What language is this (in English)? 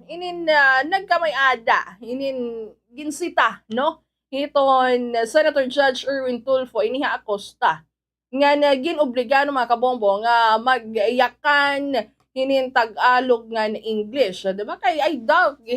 Waray